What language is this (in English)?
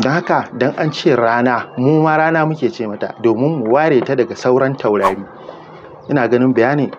Hausa